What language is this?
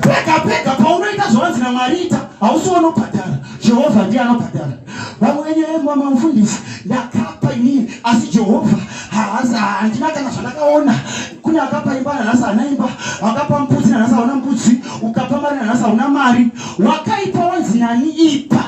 Shona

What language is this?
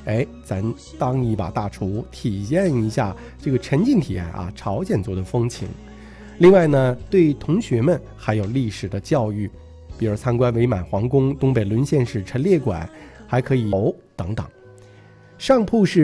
Chinese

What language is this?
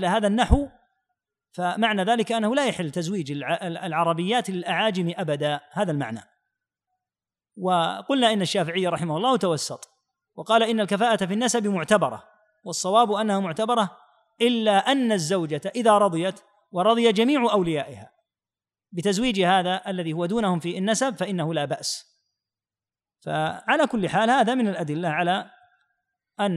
Arabic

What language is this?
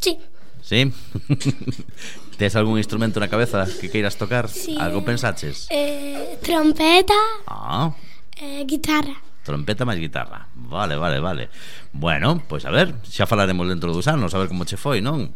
Galician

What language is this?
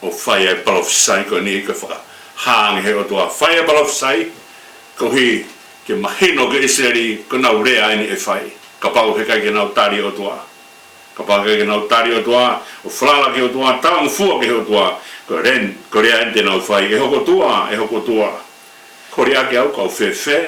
Tongan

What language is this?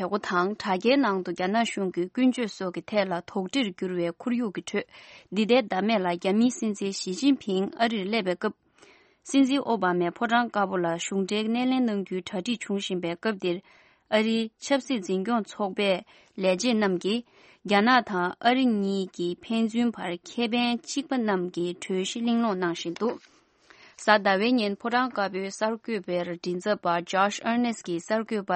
Tibetan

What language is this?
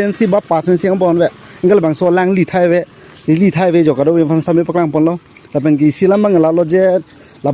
Karbi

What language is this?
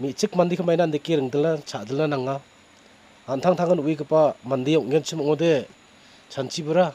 Garo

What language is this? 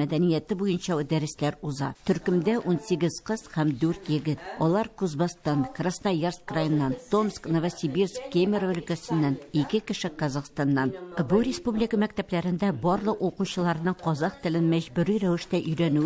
Tatar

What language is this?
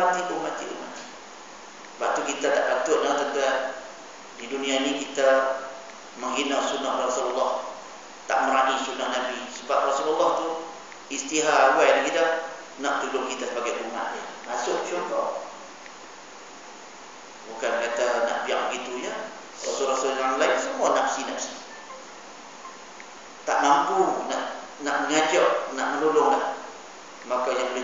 Malay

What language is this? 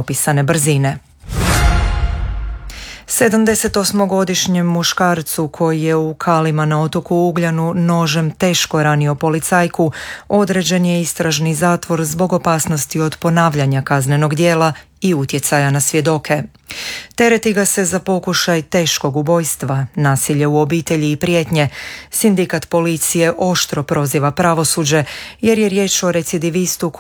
Croatian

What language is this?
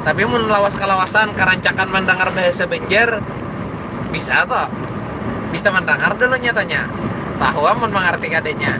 Banjar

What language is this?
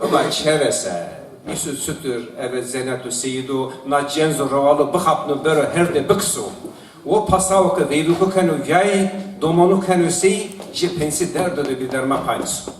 Zaza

